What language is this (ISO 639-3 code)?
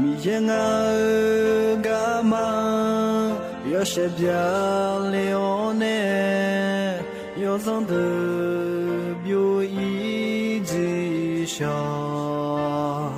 ahk